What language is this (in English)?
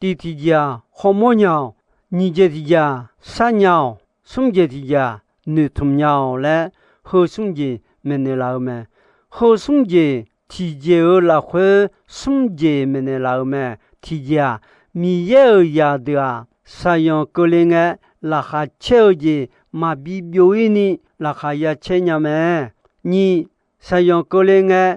Akha